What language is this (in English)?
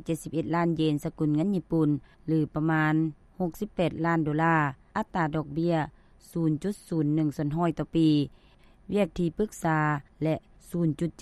Lao